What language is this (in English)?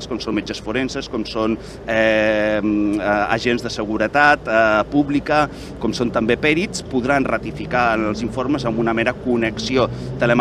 Catalan